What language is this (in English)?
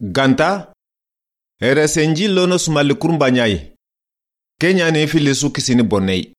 Soninke